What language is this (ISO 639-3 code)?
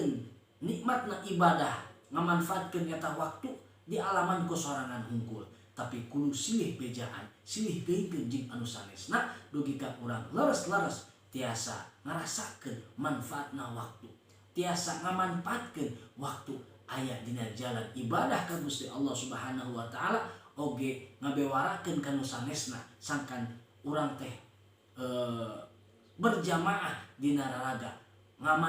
sun